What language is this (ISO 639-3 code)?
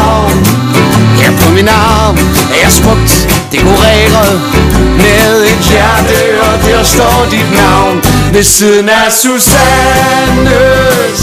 dan